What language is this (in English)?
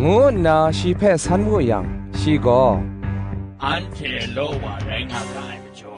Kachin